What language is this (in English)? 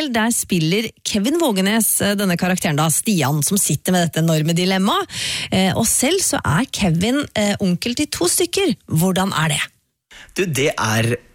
Norwegian